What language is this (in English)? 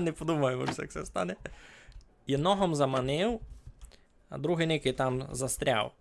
Rusyn